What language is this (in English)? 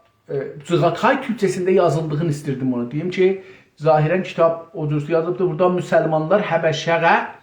South Azerbaijani